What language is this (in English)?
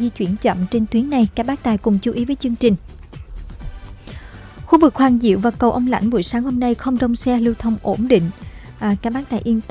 Vietnamese